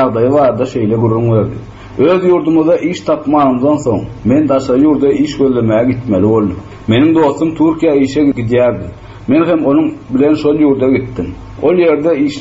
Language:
Turkmen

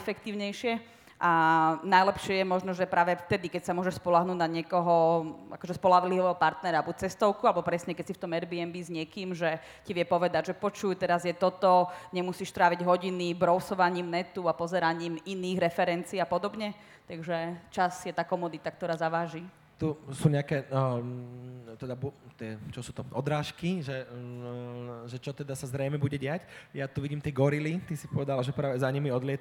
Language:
Slovak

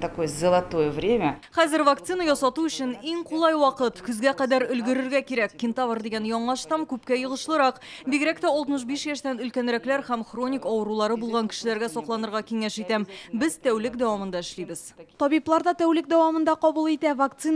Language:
Tatar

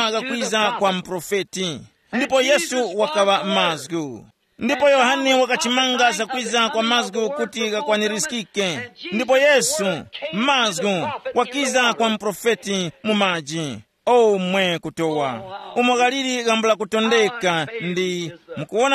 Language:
Tumbuka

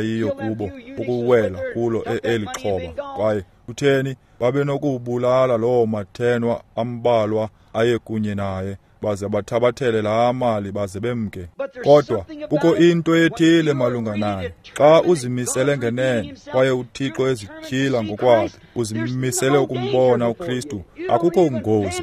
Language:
Xhosa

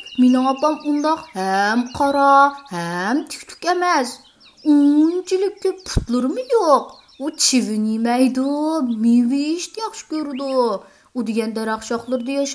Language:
Uyghur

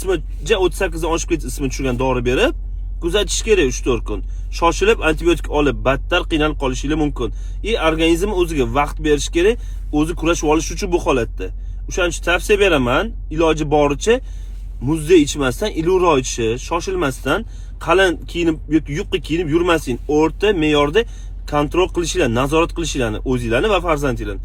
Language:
Uzbek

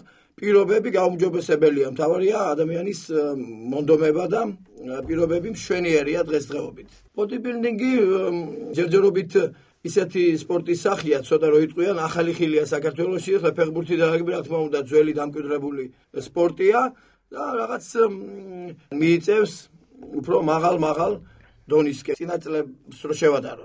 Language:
Georgian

